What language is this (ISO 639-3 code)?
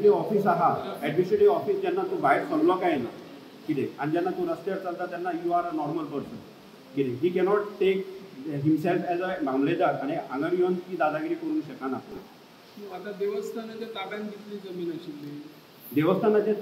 kok